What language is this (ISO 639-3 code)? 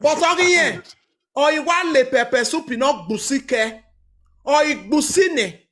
pcm